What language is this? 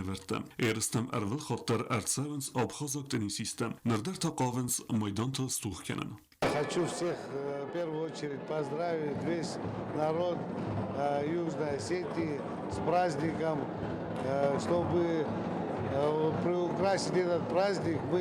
Ossetic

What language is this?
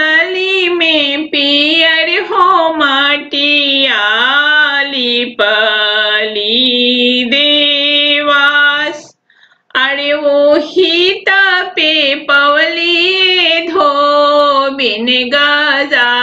Bhojpuri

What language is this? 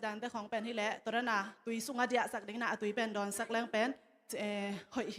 Tedim Chin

